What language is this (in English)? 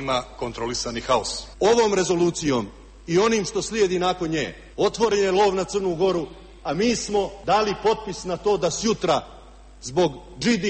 Serbian